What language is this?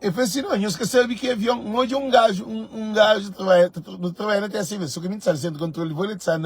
Kabuverdianu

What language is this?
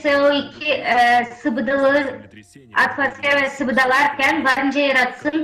Gagauz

